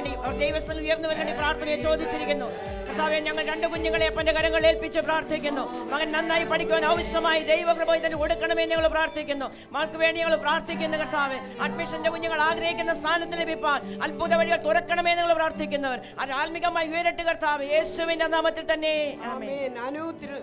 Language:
Malayalam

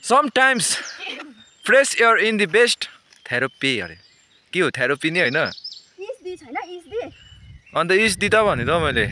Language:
Nepali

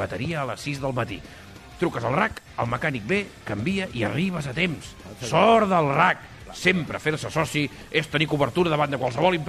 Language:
Catalan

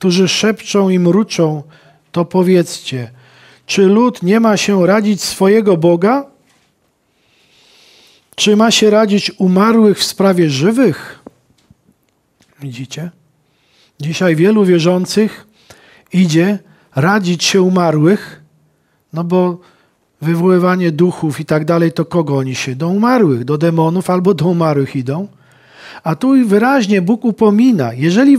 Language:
Polish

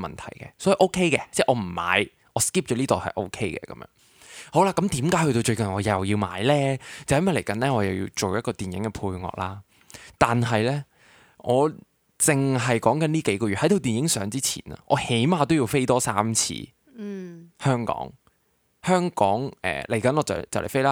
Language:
Cantonese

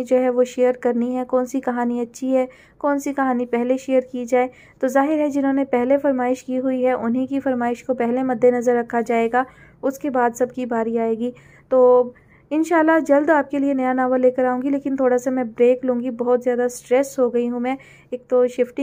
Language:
Urdu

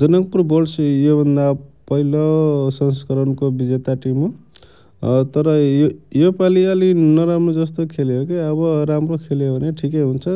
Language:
Nepali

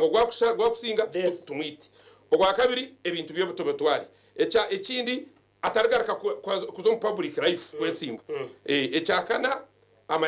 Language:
Nyankole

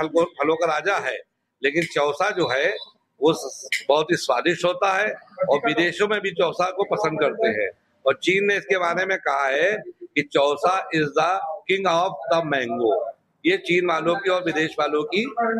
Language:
Hindi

